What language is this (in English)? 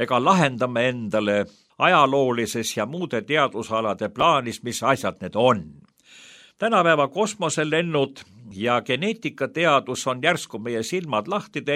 Estonian